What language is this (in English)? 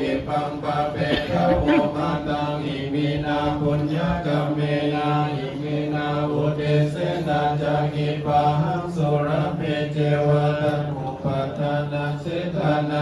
Pali